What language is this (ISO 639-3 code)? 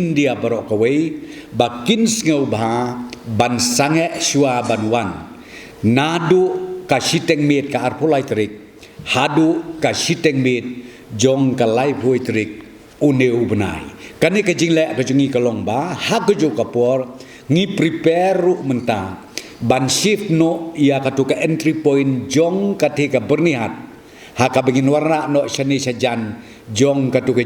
kha